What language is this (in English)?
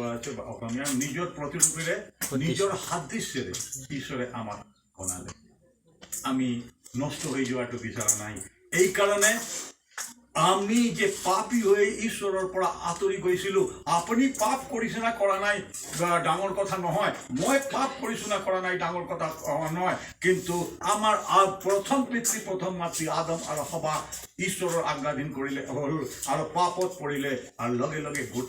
Assamese